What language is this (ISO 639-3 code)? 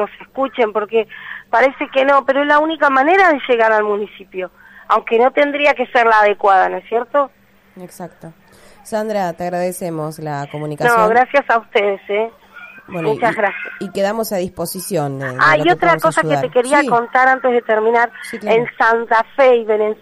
spa